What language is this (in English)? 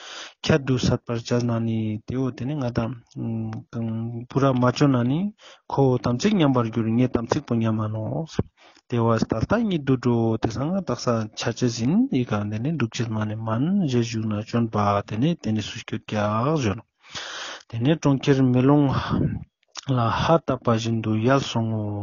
Ladakhi